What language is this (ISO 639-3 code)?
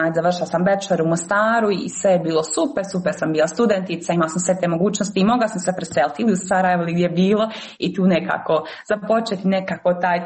hrv